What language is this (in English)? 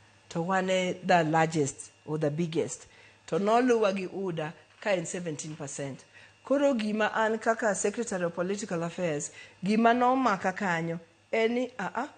Luo (Kenya and Tanzania)